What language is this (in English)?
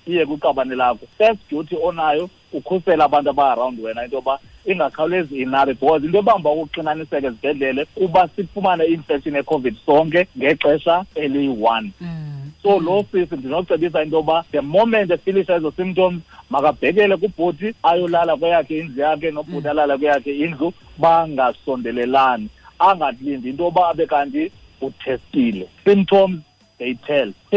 Xhosa